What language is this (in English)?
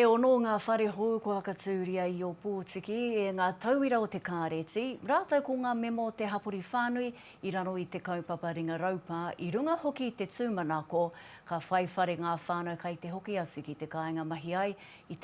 Māori